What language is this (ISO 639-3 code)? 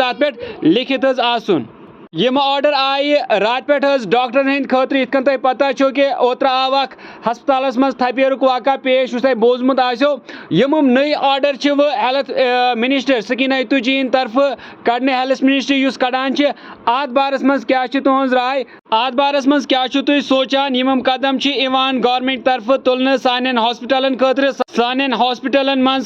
kas